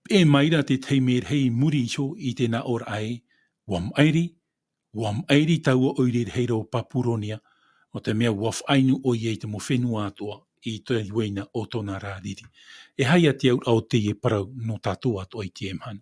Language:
Tahitian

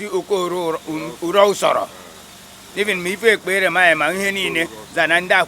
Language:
Igbo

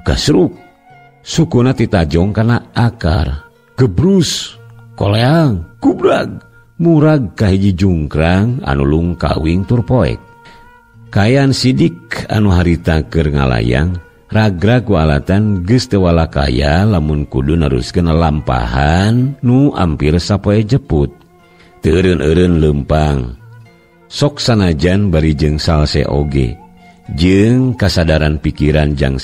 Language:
Sundanese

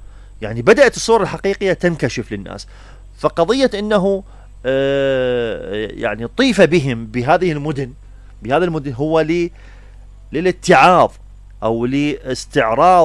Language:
Mesopotamian Arabic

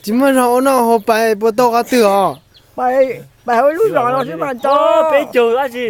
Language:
Hmong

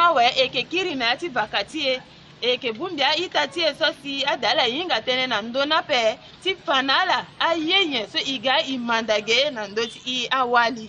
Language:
Sango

